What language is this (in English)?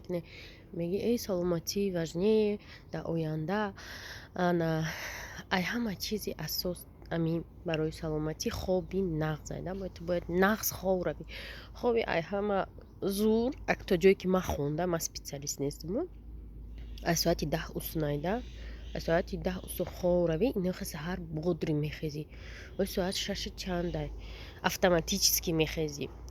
Tajik